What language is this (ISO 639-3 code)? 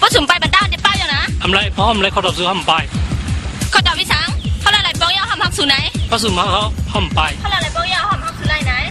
shn